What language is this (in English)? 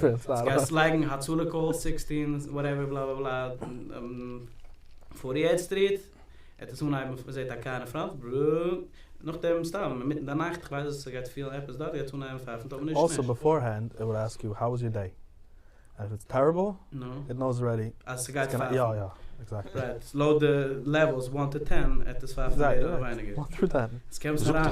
Yiddish